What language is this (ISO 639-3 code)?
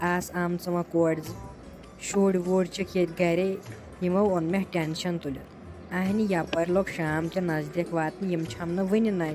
kas